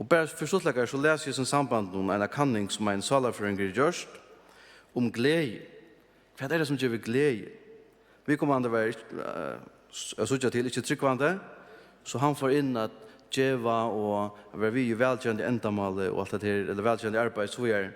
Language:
Faroese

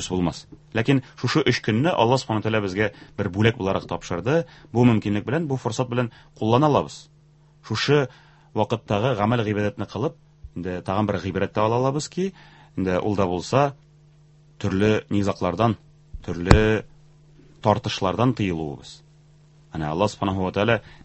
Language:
Tatar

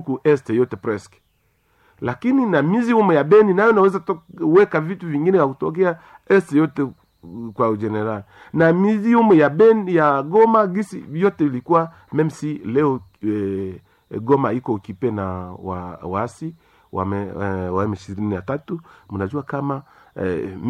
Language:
Swahili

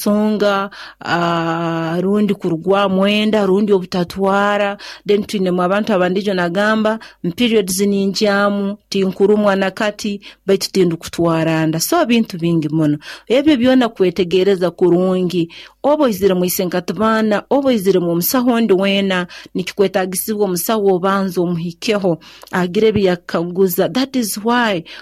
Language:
Nyoro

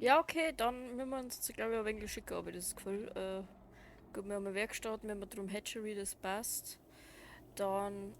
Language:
Bavarian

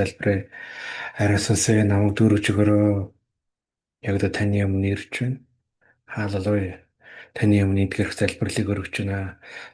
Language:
Mongolian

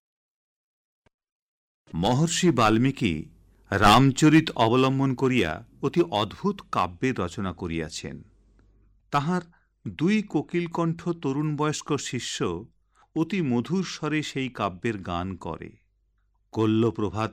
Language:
Bangla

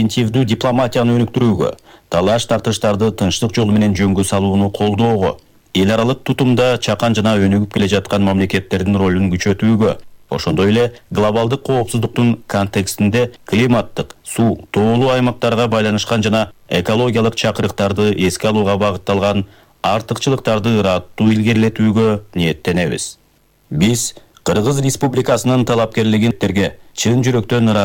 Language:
Kyrgyz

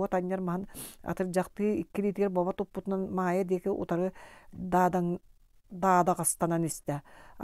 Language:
Yakut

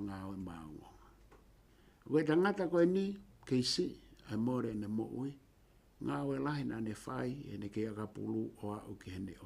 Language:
Tongan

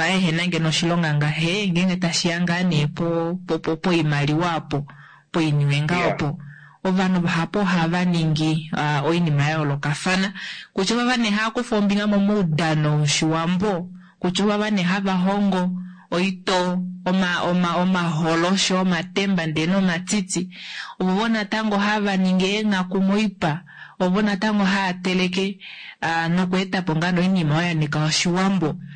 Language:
Kuanyama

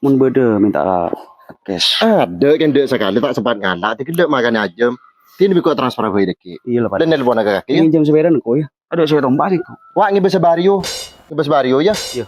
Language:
Madurese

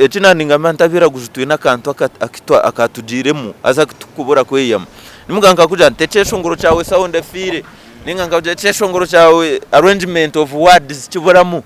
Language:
Nyankole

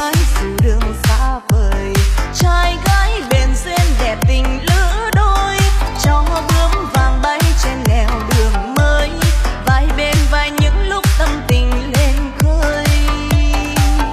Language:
Vietnamese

